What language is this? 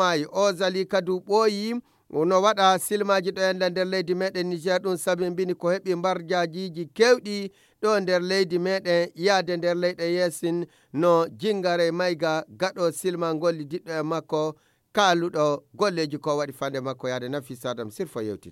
Fula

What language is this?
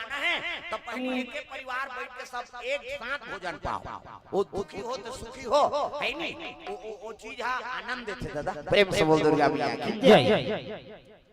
Chhattisgarhi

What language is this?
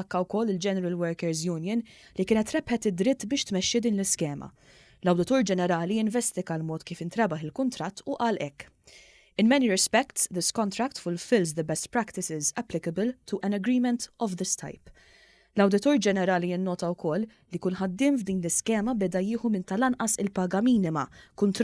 Maltese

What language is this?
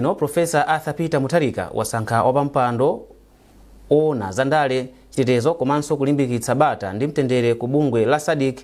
Nyanja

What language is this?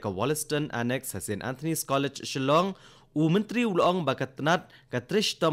Khasi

